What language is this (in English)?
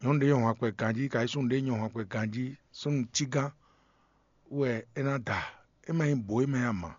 Fon